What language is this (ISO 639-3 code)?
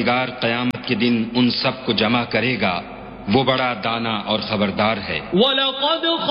urd